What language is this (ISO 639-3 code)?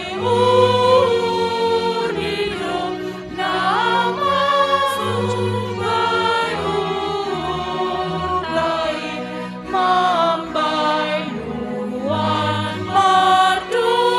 bts